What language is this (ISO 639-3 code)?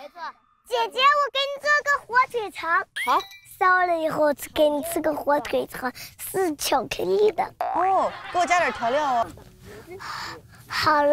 zho